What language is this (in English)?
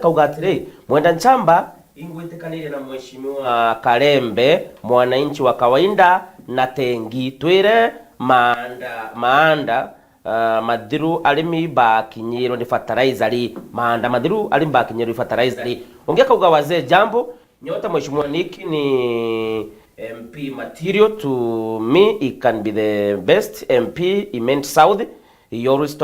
Meru